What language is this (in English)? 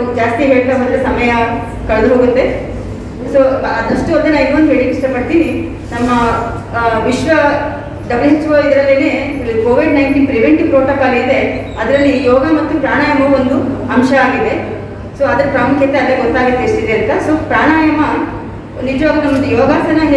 Kannada